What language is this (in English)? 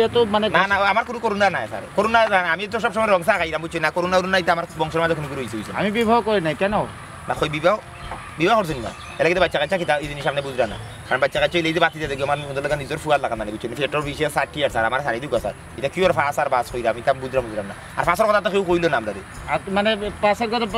Sylheti